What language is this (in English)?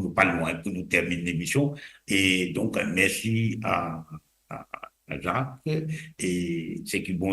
Morisyen